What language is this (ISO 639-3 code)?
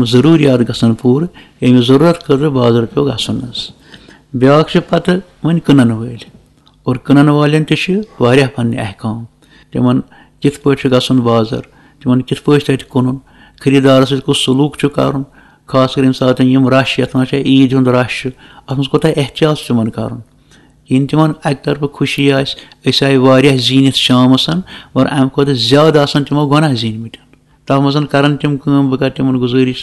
kas